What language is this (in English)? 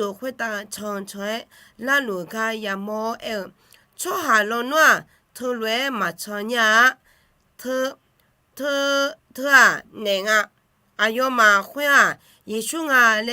Akha